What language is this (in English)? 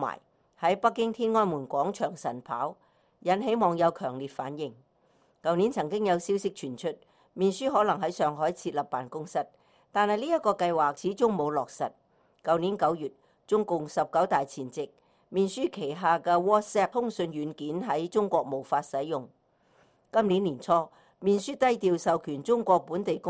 Cantonese